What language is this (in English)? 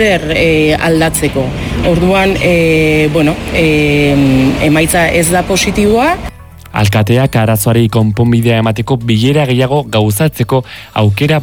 Basque